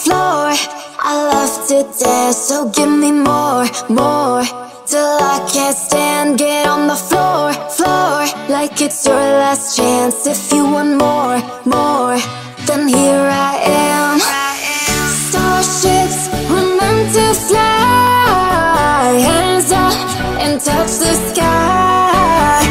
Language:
English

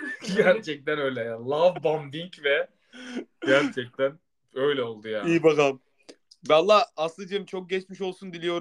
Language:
Turkish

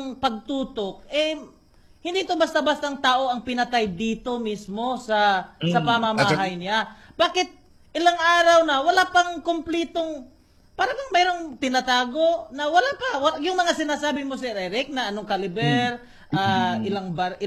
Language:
Filipino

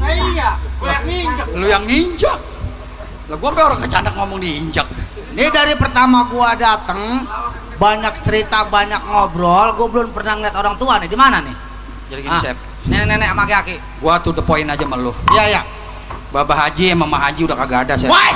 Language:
Betawi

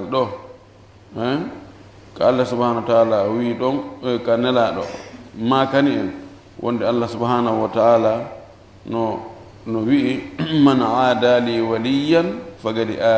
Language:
Fula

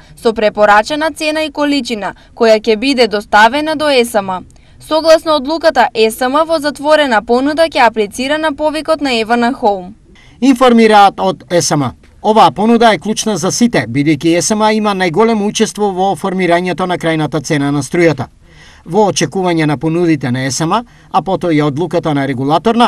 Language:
Macedonian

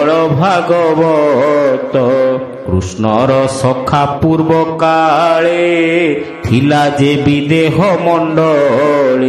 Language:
Odia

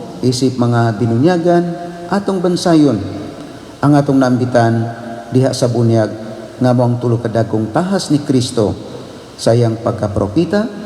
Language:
Cebuano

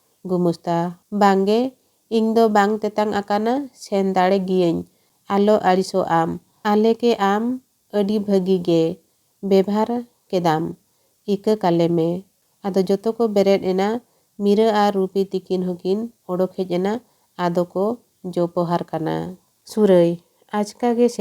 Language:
Santali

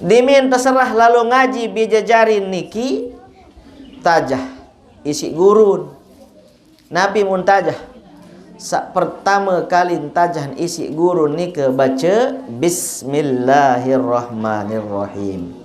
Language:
Sasak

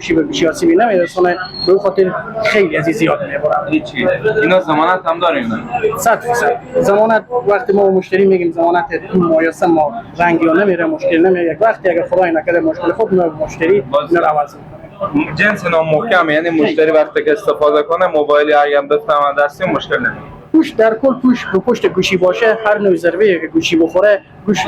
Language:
Persian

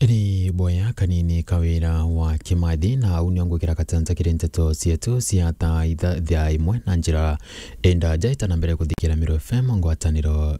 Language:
Meru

